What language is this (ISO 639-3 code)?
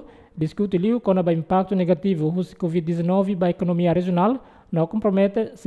tet